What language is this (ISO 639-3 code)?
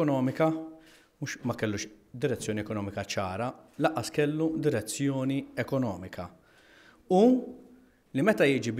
mlt